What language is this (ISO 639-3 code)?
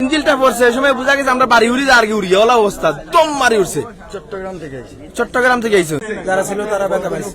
syl